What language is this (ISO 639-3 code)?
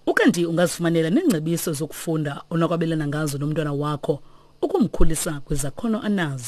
xho